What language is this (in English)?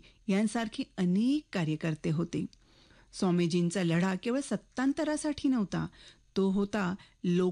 Marathi